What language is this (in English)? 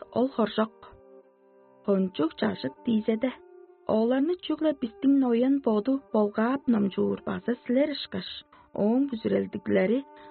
Tuvinian